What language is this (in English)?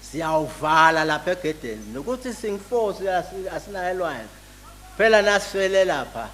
Zulu